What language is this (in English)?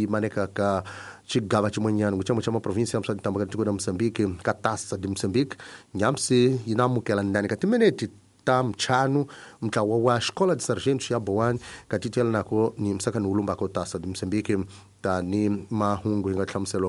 Tsonga